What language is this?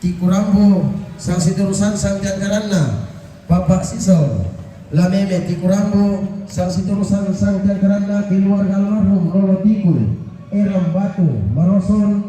Toraja-Sa'dan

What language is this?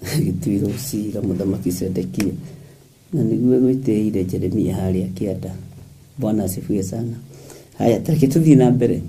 Kikuyu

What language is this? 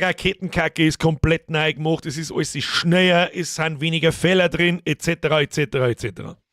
Bavarian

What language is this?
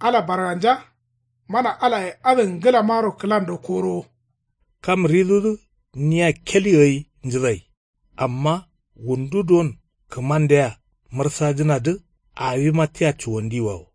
Kanuri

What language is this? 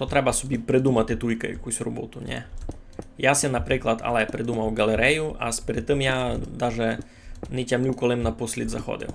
Rusyn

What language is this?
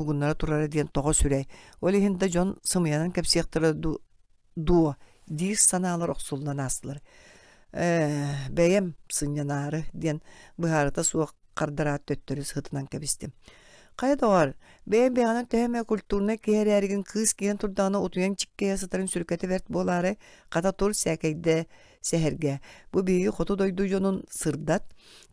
Yakut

